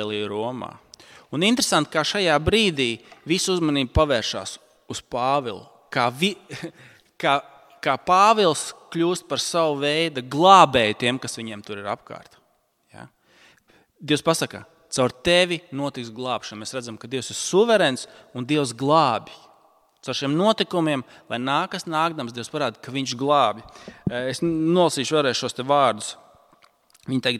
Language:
Latvian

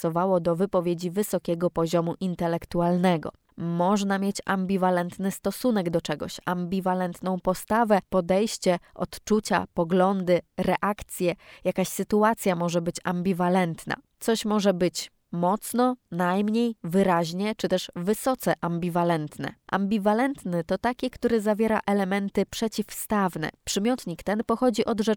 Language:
Polish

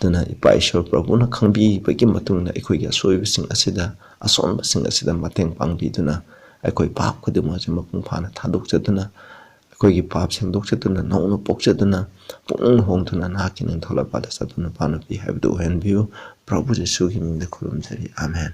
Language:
Manipuri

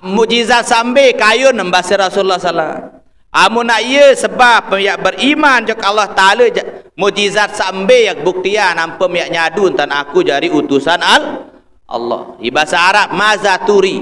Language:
Sasak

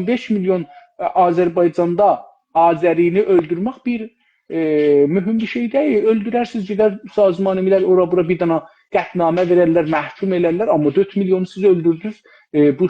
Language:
South Azerbaijani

